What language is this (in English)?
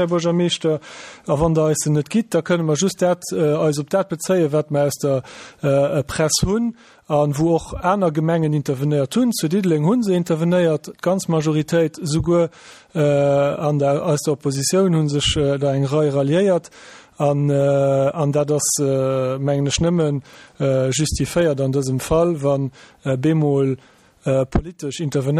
Luxembourgish